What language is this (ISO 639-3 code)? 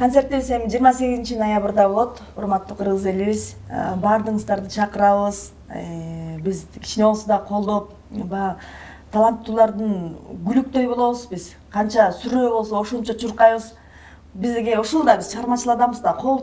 kir